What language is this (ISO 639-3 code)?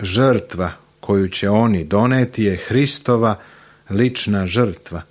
srp